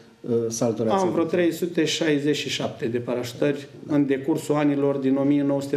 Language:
Romanian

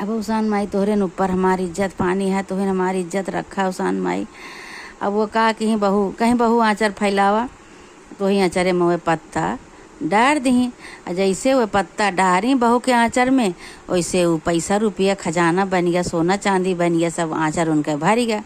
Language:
Awadhi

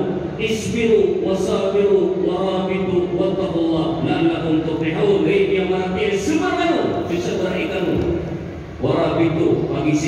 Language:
Maranao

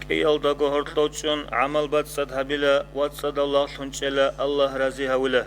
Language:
Avaric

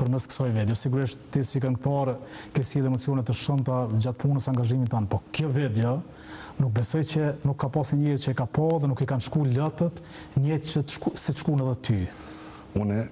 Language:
Albanian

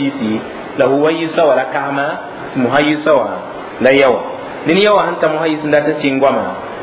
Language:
Mossi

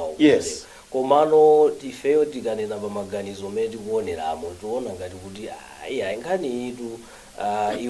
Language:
Nyanja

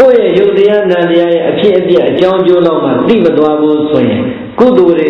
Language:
Burmese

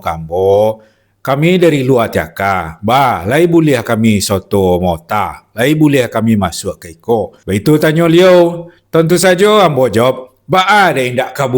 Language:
Minangkabau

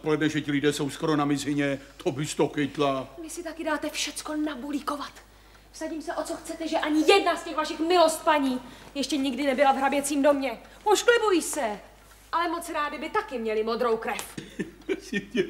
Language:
Czech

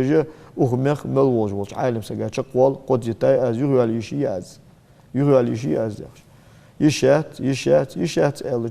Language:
Ingush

